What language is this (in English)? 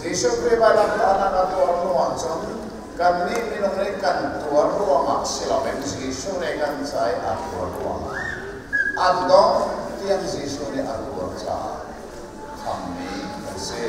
Hakha Chin